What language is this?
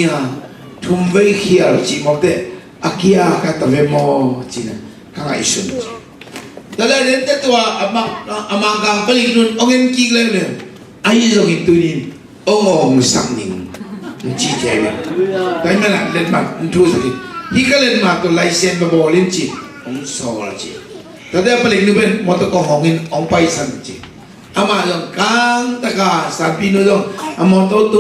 Tedim Chin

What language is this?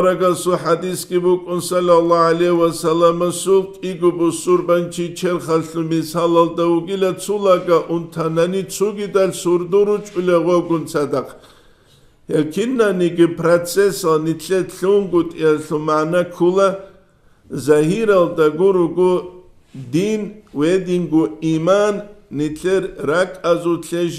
Avaric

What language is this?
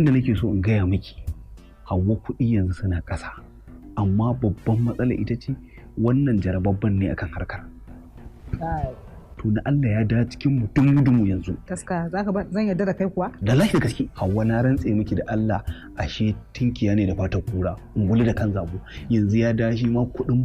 Hausa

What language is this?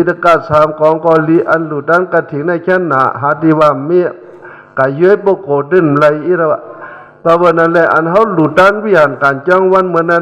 Shan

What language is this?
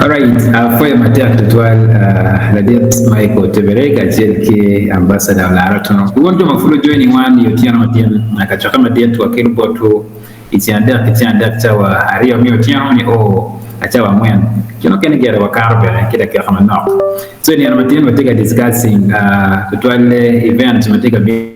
Acoli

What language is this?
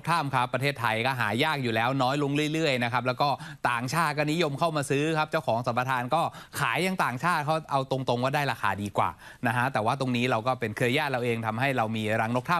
Thai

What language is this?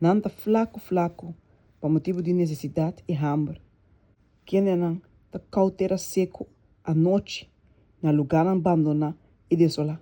Papiamento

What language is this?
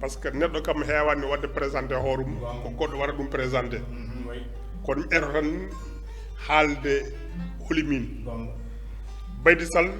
Fula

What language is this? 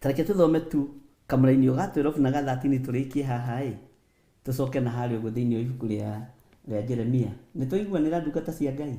Kikuyu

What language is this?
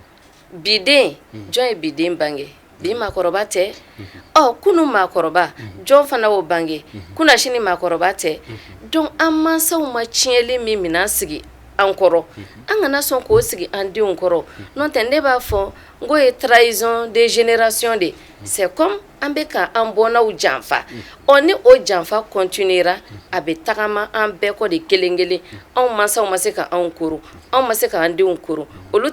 Bambara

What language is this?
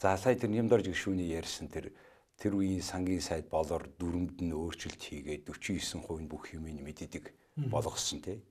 Mongolian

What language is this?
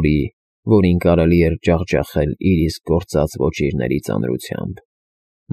Armenian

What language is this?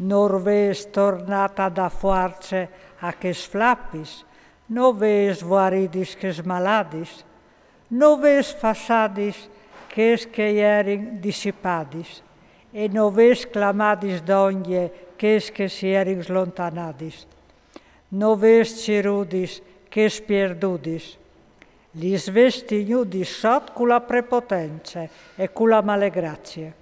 Friulian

